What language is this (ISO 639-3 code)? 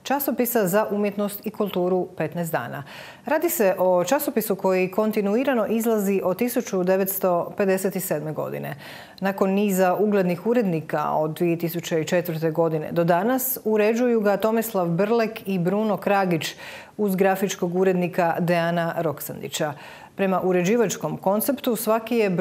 hrv